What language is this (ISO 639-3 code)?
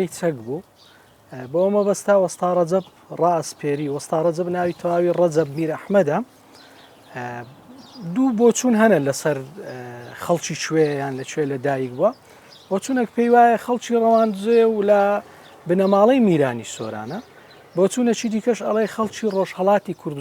ckb